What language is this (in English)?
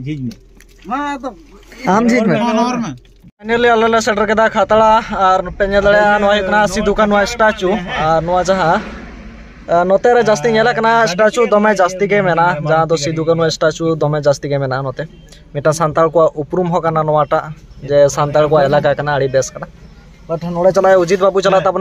Santali